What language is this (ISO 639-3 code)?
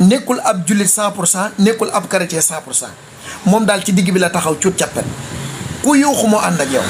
wol